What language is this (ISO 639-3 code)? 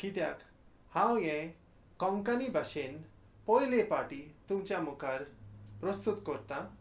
kok